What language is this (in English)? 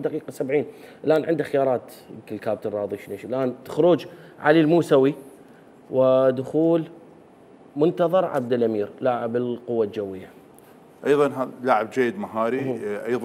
Mesopotamian Arabic